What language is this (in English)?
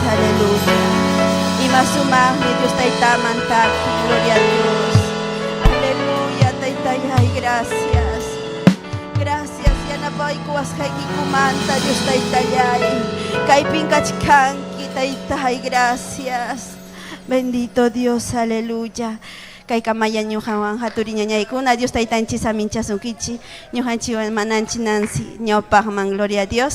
Ayacucho Quechua